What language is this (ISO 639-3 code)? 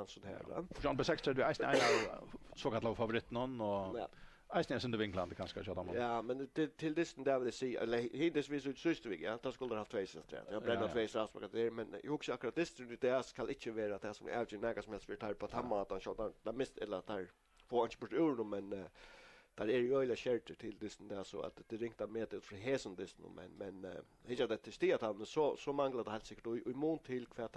fao